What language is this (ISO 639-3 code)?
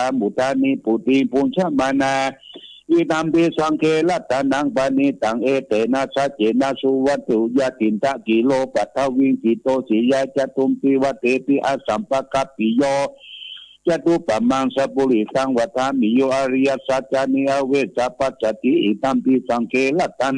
pli